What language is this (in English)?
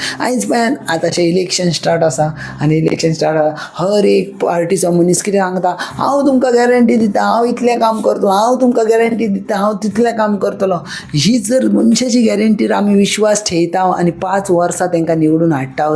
Konkani